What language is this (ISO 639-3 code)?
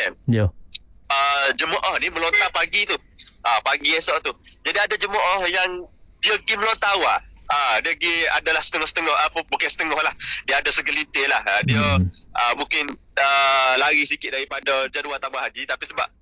msa